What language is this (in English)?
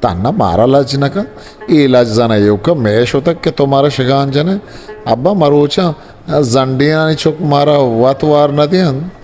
Eastern Balochi